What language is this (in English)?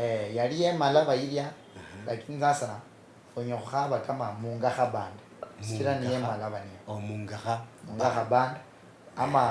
Luyia